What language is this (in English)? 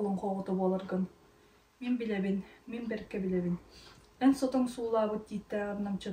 Yakut